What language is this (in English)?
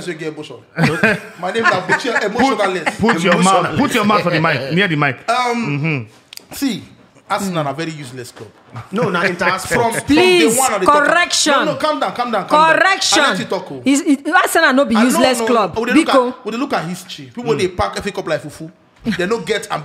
Nigerian Pidgin